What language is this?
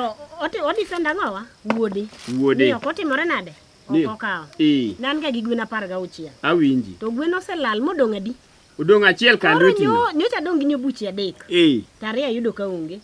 Luo (Kenya and Tanzania)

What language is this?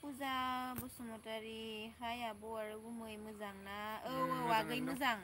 Bodo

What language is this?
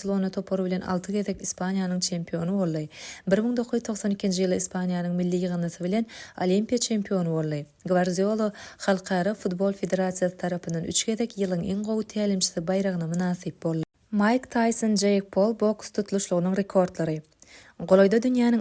Turkmen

